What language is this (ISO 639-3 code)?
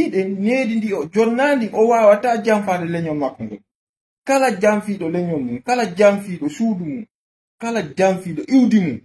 ful